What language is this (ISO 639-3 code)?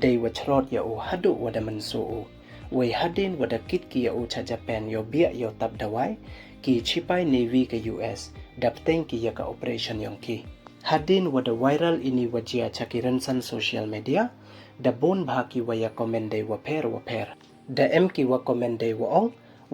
pbv